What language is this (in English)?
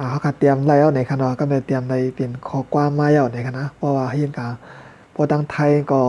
Shan